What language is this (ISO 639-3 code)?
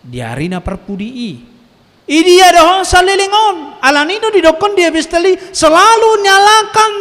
bbc